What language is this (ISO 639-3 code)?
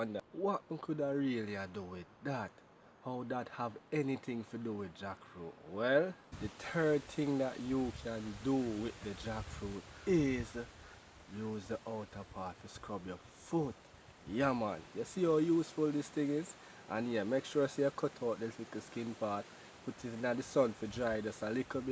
jam